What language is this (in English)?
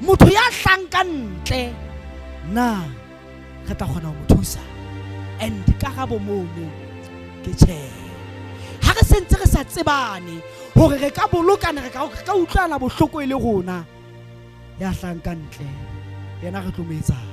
Southern Sotho